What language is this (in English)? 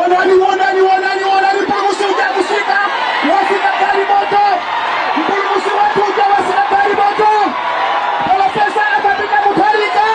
Nyanja